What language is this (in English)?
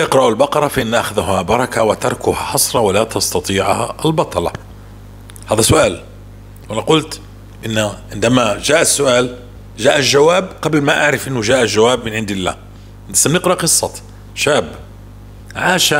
North Levantine Arabic